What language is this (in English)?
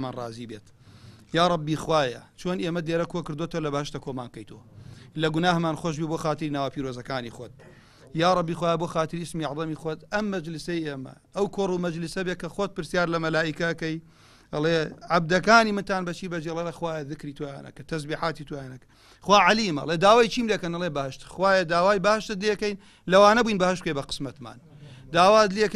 Central Kurdish